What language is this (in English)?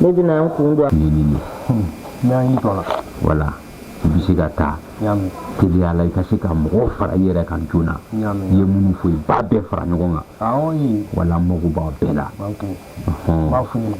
Bambara